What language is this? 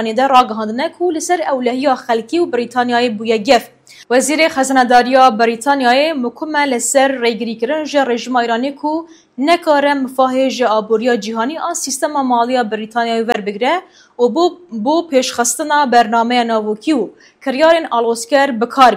Kurdish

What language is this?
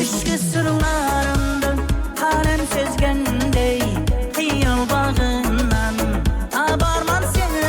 Kara-Kalpak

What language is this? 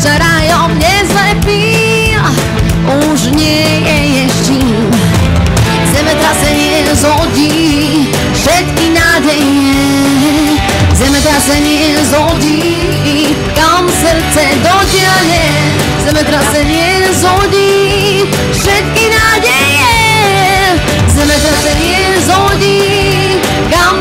Slovak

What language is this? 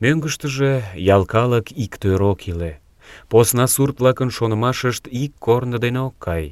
Mari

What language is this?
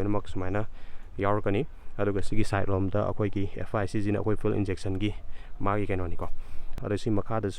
Manipuri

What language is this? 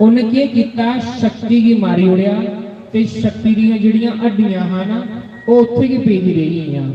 Dogri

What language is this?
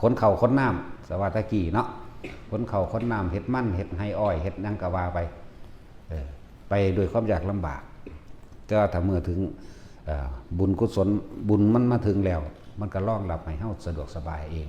Northeastern Thai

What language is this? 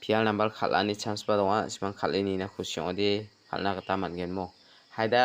Garo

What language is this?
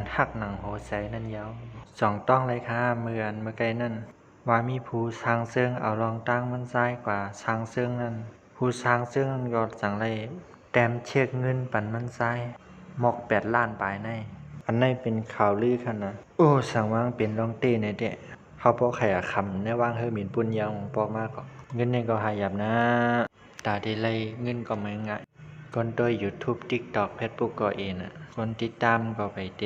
Shan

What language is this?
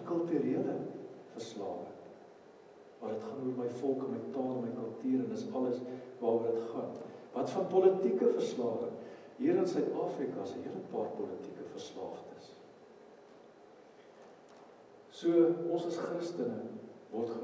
Afrikaans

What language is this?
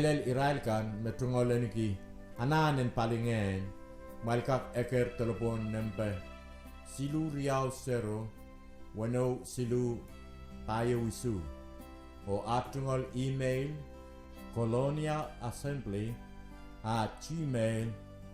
Pohnpeian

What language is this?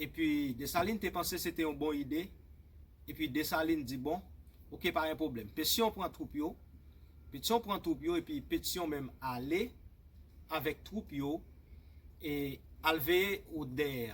Haitian Creole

